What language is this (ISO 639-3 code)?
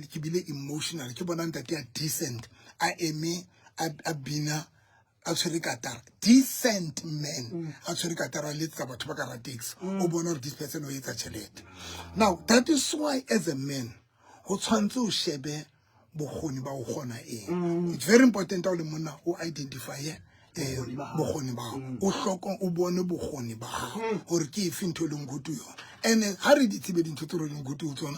sot